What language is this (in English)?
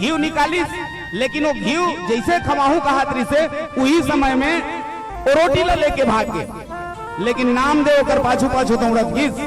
Chhattisgarhi